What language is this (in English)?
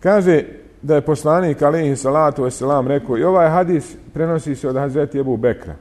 Bosnian